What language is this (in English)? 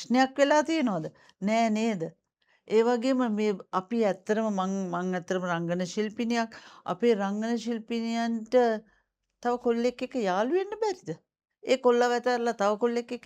Sinhala